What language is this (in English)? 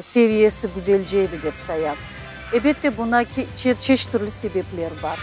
Crimean Tatar